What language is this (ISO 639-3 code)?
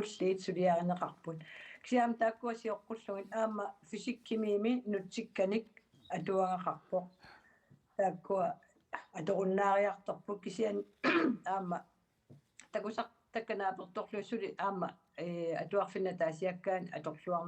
kal